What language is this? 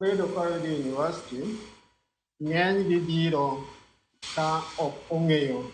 Luo (Kenya and Tanzania)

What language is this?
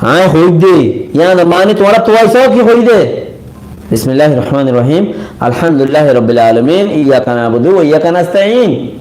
Rohingya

